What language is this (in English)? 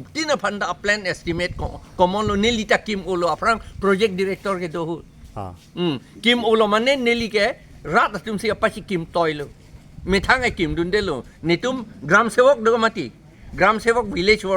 Karbi